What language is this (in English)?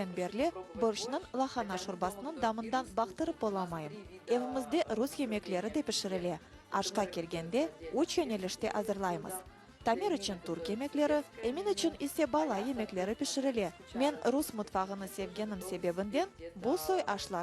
Crimean Tatar